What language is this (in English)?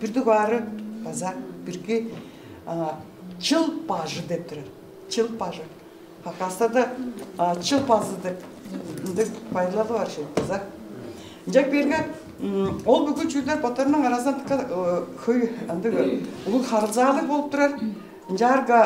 Tuvinian